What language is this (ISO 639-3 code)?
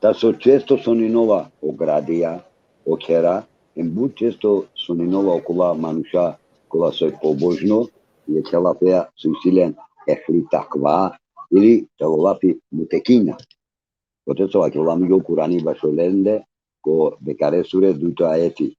rmn